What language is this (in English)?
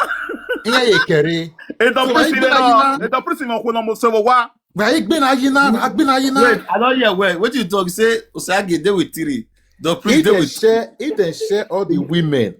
Nigerian Pidgin